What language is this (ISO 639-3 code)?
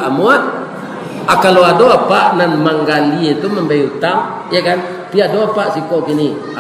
min